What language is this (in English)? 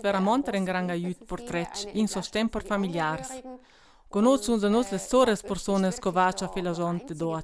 Ladin